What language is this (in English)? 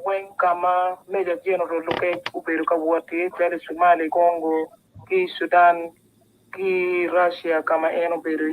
Acoli